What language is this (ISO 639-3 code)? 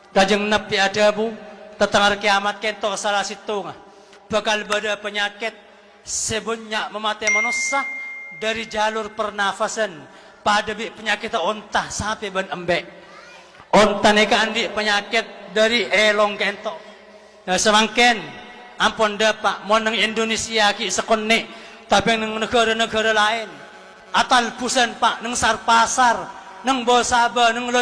mad